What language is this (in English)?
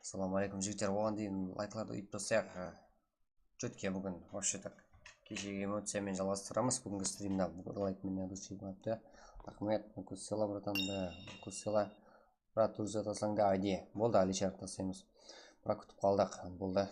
Kara-Kalpak